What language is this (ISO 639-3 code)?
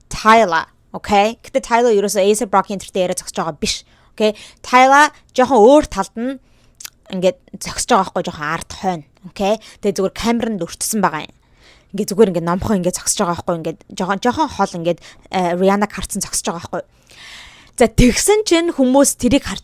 mon